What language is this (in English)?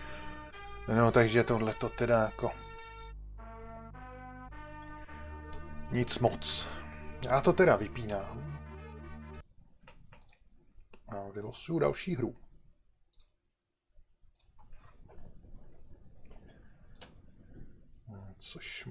Czech